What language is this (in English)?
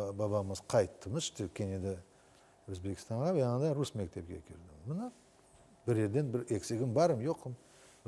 Crimean Tatar